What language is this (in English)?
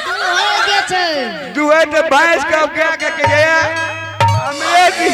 Angika